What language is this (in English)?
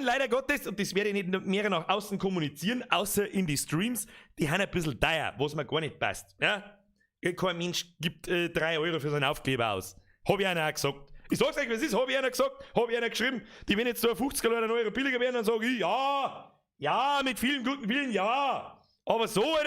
Bavarian